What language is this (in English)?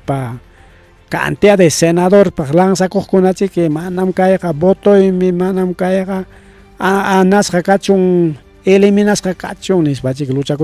Ayacucho Quechua